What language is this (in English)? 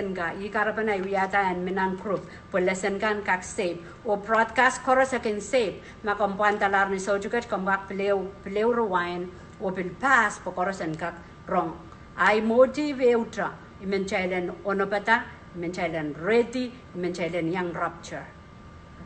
Pohnpeian